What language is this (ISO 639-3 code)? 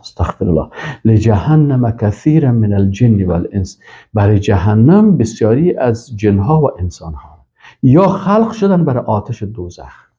fas